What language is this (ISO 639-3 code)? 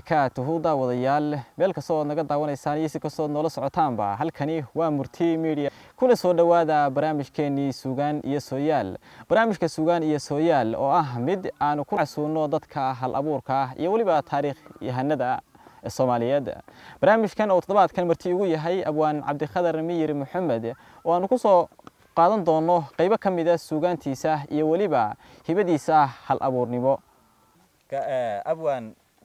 som